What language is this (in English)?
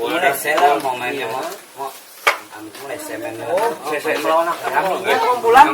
Banjar